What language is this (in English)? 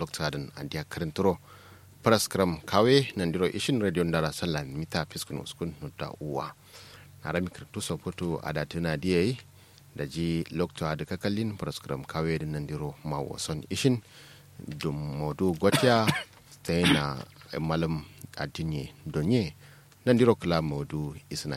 Kanuri